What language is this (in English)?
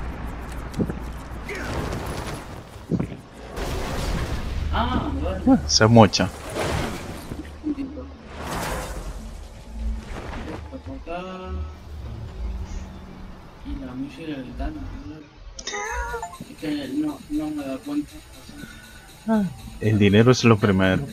Spanish